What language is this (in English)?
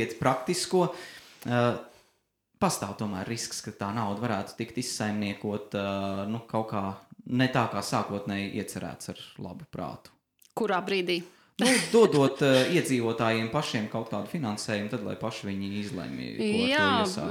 Latvian